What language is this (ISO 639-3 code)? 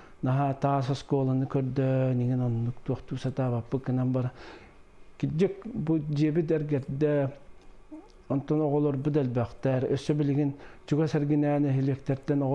sah